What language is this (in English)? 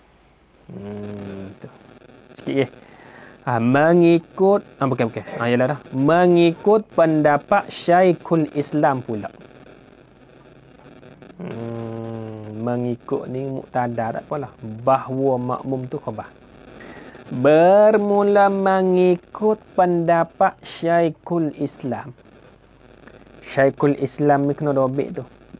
Malay